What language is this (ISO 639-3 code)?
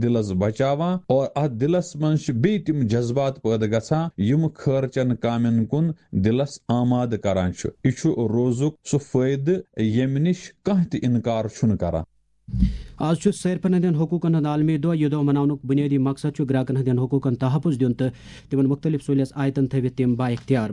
kas